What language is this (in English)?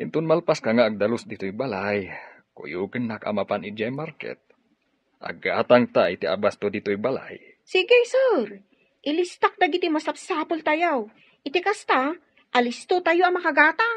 Iloko